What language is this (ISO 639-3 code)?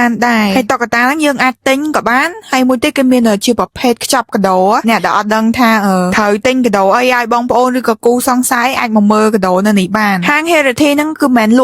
khm